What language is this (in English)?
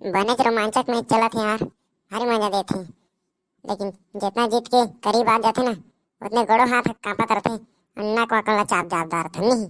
Chhattisgarhi